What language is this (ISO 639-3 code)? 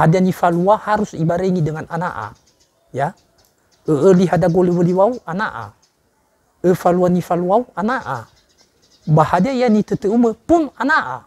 nia